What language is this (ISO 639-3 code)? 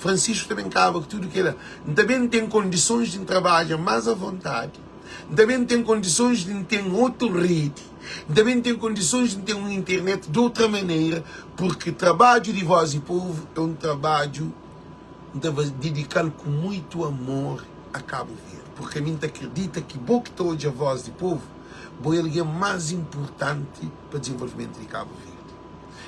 kea